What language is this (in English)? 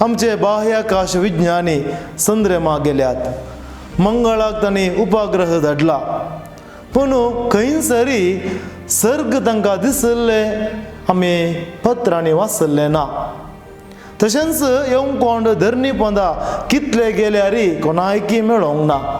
Konkani